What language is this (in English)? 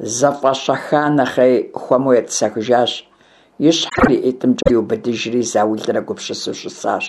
Kabardian